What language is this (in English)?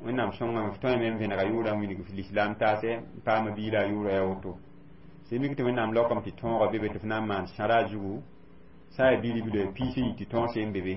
Mossi